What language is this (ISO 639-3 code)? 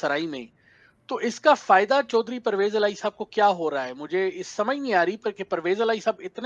urd